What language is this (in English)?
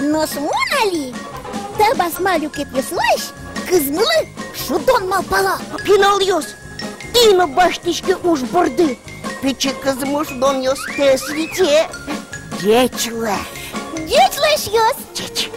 Udmurt